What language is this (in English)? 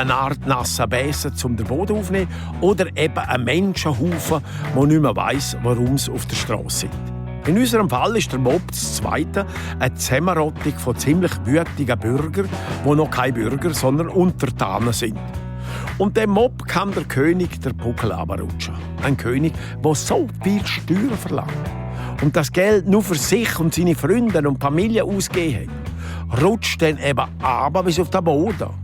Swiss German